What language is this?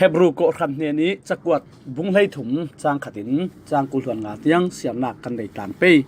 Falam Chin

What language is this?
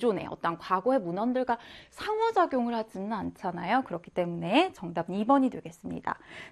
Korean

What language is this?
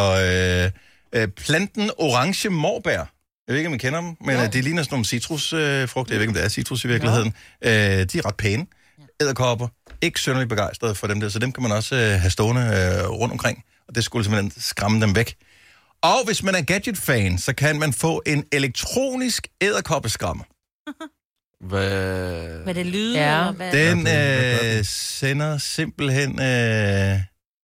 Danish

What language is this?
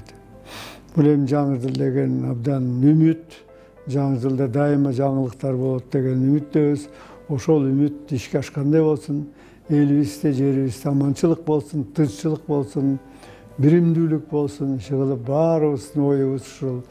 Kyrgyz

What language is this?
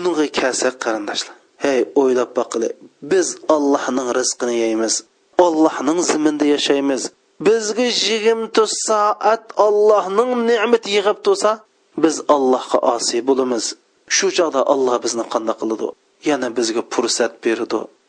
Uyghur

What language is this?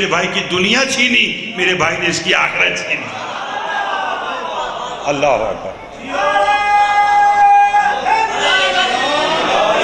Urdu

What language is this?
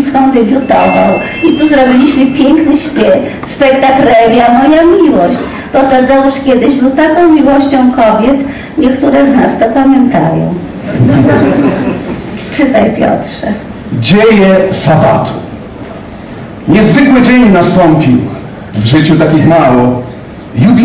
Polish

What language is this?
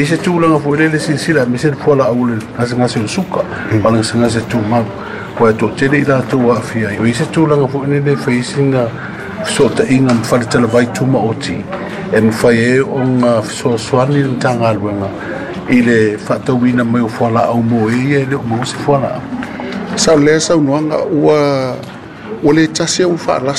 Samoan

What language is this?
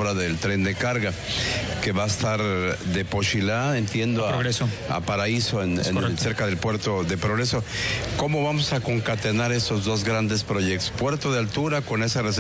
Spanish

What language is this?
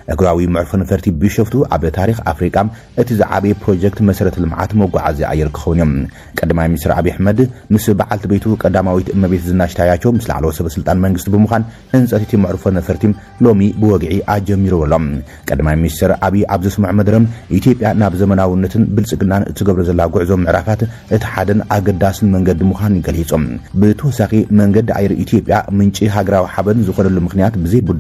Tigrinya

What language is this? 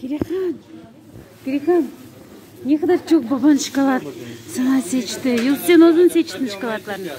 Crimean Tatar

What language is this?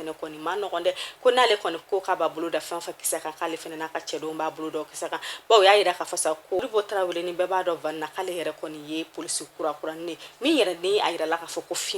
Bambara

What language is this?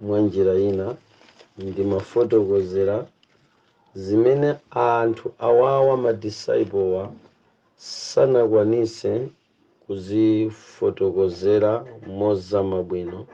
Nyanja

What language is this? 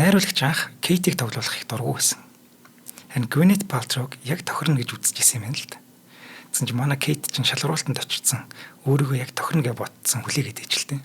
Mongolian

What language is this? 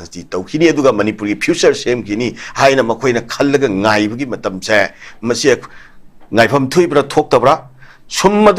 Manipuri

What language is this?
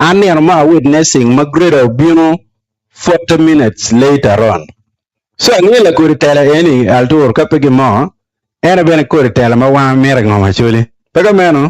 Acoli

